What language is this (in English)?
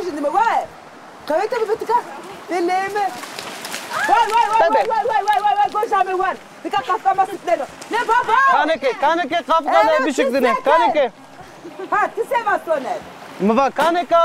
Zaza